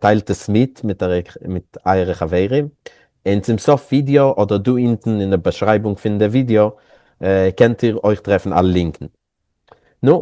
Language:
Yiddish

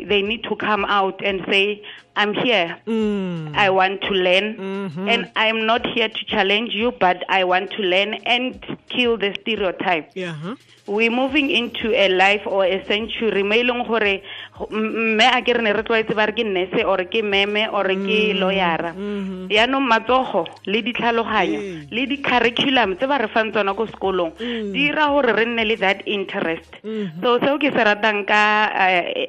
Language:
Tswana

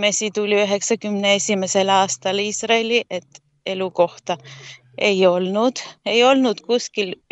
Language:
Estonian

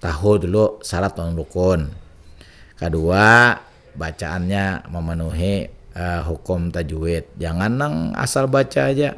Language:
Banjar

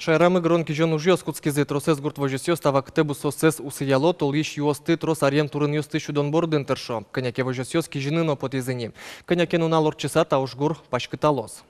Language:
Udmurt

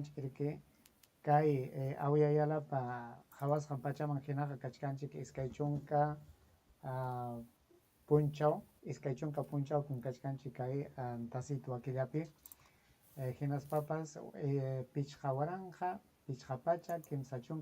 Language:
Ayacucho Quechua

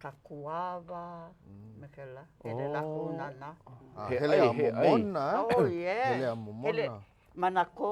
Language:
Hawaiian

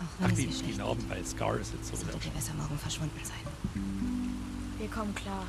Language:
Bavarian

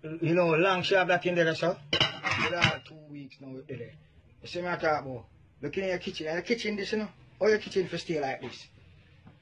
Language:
Jamaican Creole English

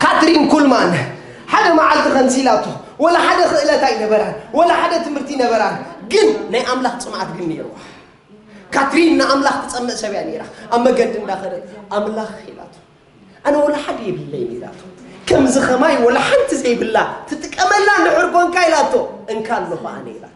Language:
Tigrinya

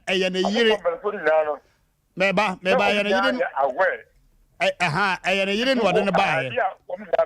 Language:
Akan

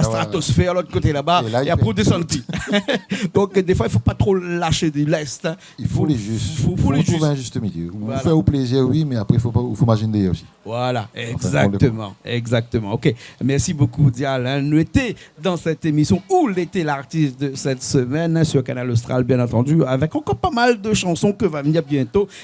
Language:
Réunion Creole French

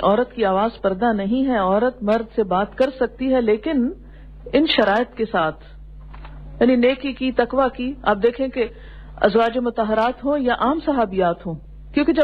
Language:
Urdu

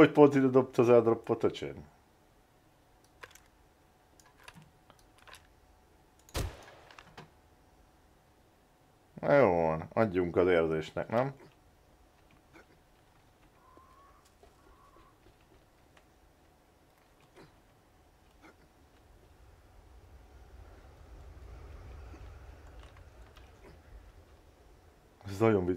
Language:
Hungarian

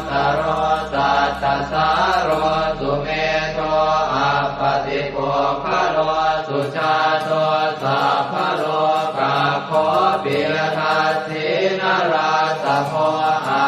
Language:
Pali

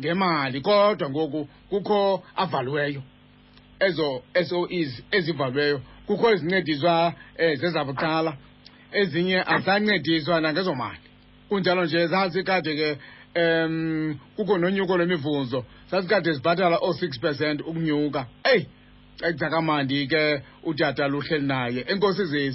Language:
Xhosa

